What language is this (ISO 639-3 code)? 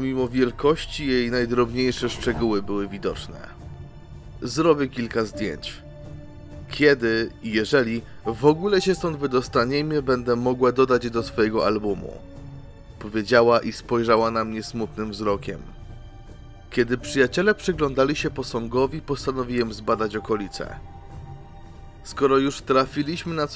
pol